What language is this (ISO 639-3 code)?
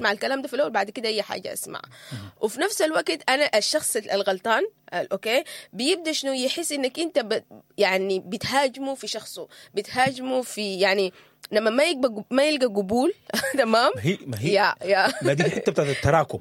apd